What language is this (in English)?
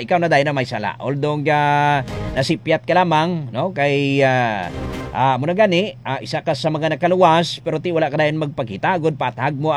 Hiligaynon